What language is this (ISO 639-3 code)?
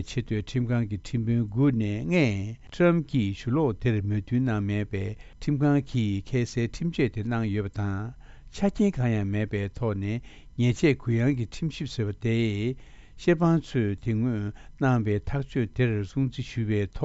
bod